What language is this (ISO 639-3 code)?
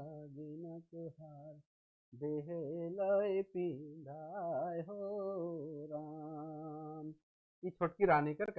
sck